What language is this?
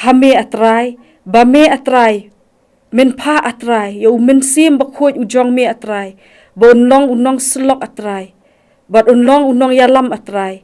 Khasi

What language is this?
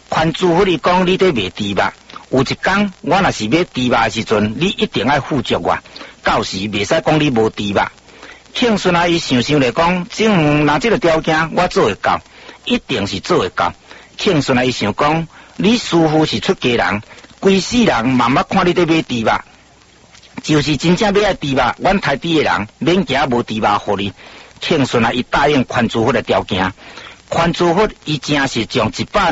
Min Nan Chinese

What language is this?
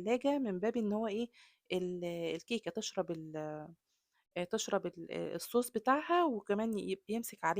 Egyptian Arabic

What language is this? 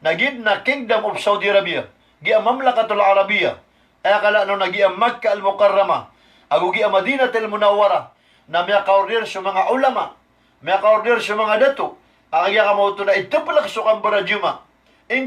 Maranao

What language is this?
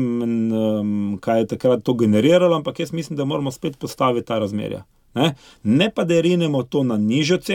Slovenian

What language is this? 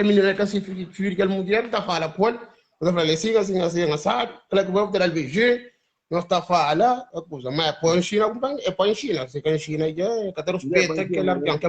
Kabuverdianu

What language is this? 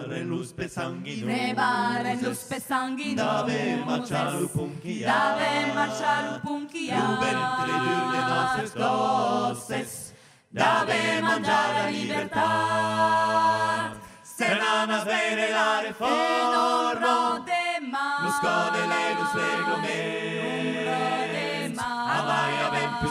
Occitan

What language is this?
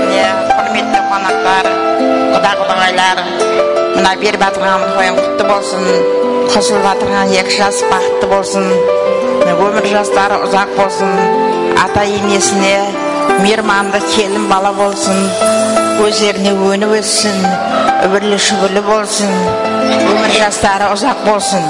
Kara-Kalpak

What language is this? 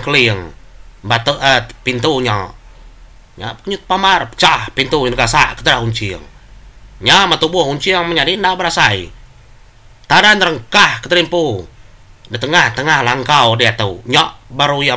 Iban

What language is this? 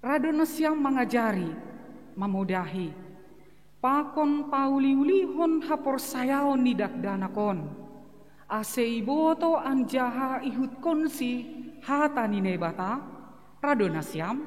Batak Simalungun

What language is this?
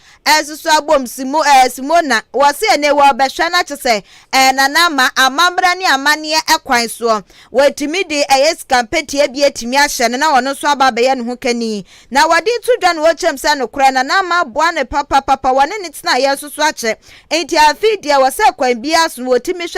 Akan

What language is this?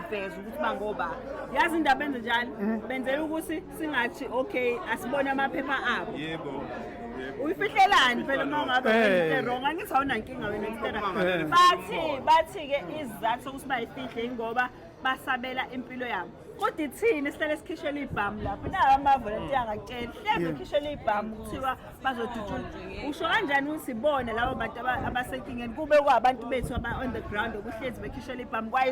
Zulu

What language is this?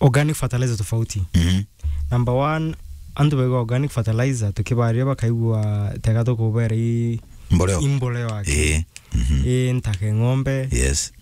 Meru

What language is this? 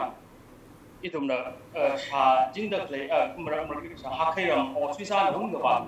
Tangkhul Naga (India)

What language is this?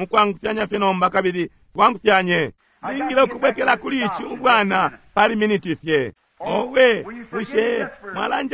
Bemba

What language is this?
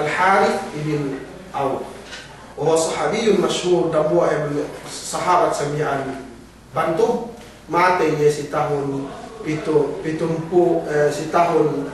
Yakan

